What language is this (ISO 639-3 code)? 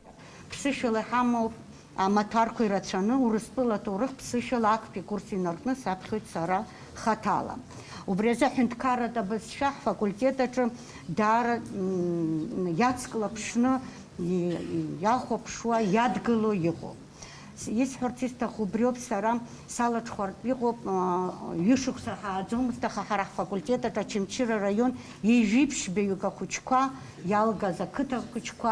abk